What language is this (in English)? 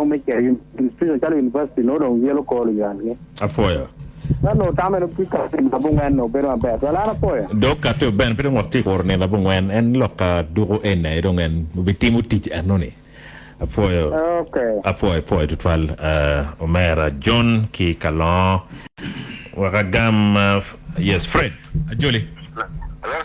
Acoli